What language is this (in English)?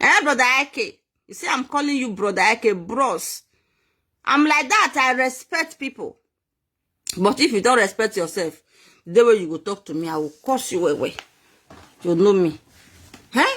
Nigerian Pidgin